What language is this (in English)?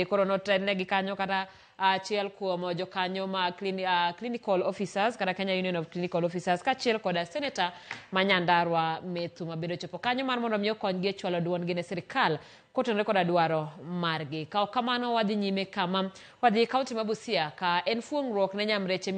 Luo (Kenya and Tanzania)